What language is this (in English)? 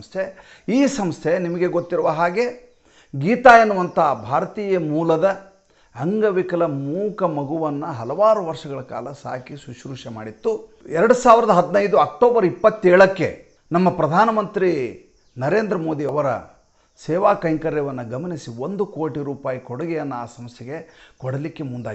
Kannada